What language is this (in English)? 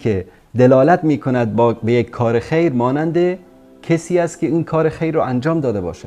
Tajik